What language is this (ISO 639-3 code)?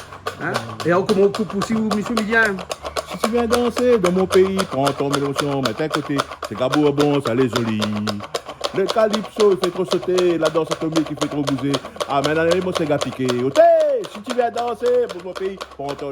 rcf